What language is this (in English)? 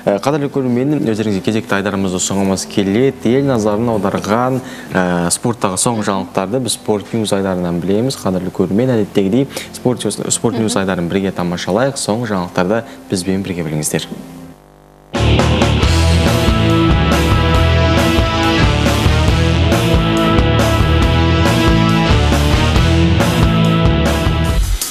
Kazakh